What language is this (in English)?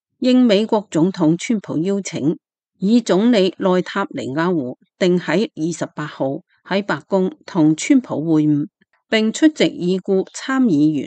Cantonese